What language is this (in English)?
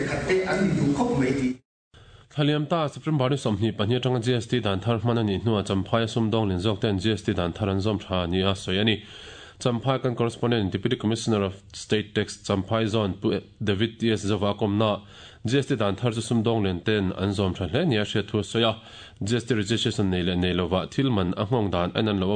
Mizo